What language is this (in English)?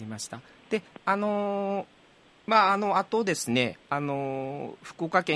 Japanese